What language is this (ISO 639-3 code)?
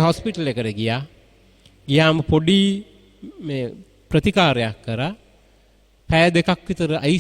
sin